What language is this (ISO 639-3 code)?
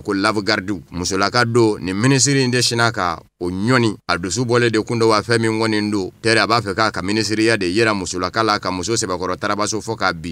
bam